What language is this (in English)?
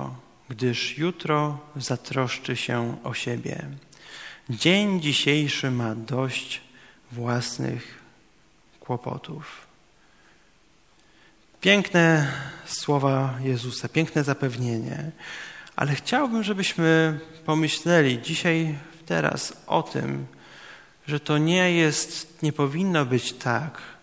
Polish